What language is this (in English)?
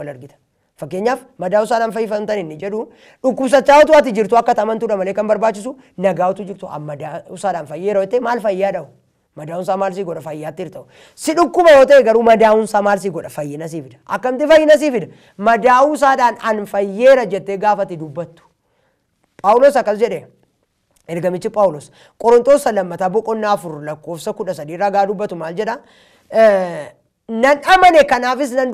Oromo